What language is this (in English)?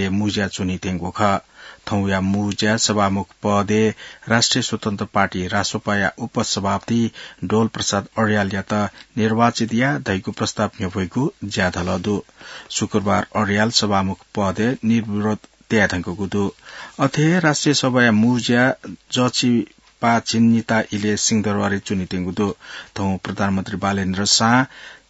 Newari